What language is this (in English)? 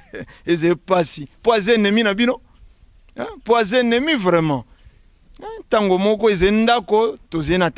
Lingala